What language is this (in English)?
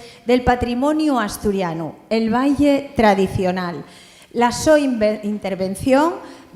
Asturian